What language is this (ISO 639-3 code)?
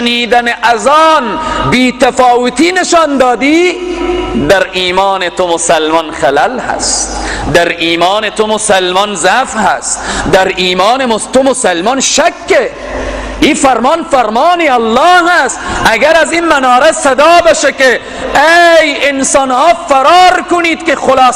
fas